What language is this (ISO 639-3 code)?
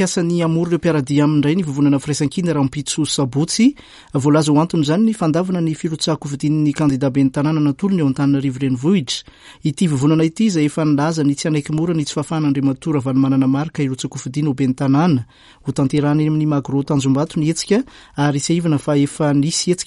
mlg